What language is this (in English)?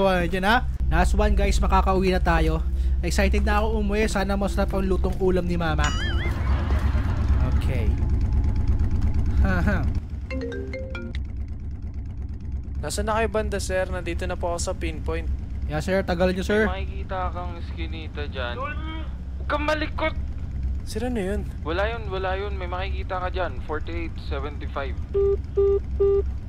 Filipino